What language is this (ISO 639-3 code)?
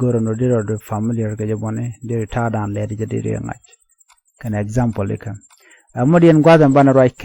nus